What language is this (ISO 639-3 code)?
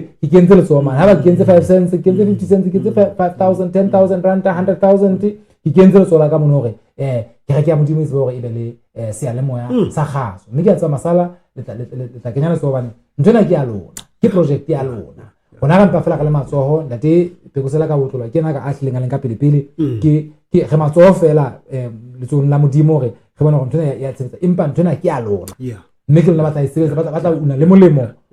sot